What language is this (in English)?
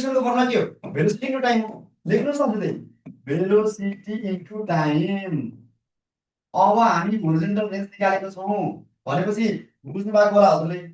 Nepali